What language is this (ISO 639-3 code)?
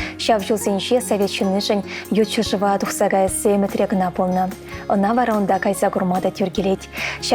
chv